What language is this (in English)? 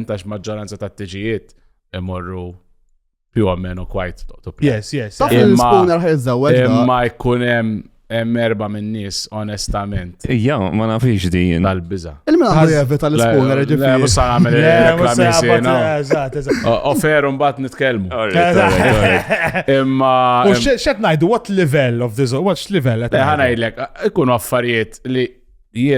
Maltese